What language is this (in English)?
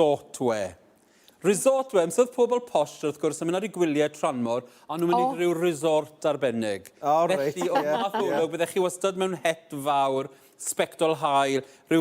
Welsh